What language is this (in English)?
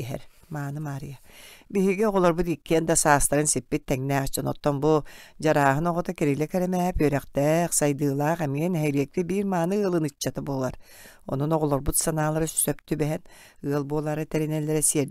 Yakut